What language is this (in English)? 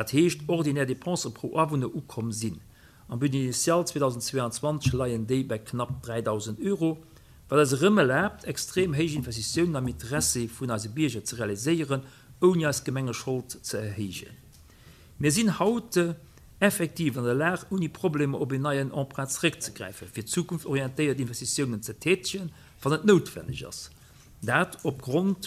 Luxembourgish